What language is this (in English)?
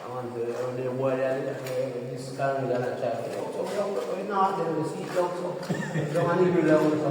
Jamaican Creole English